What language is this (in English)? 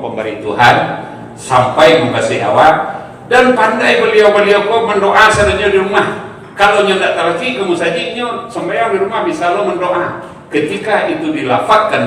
Minangkabau